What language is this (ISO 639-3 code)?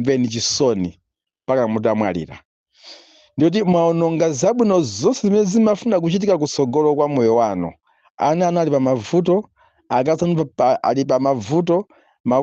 nya